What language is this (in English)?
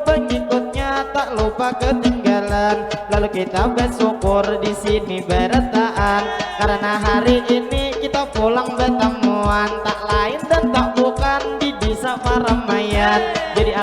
Banjar